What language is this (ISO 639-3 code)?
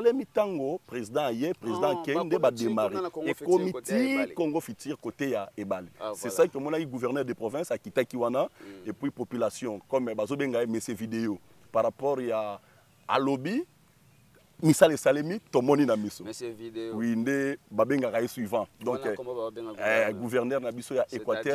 lin